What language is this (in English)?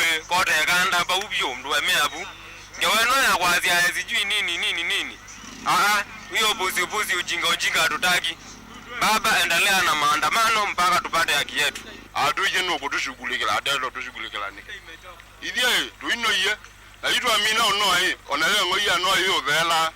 Kamba